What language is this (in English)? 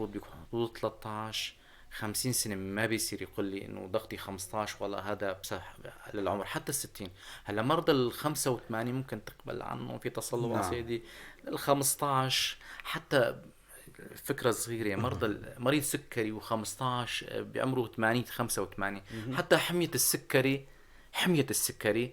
North Levantine Arabic